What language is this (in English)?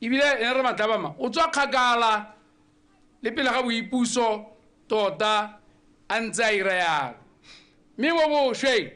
Tswana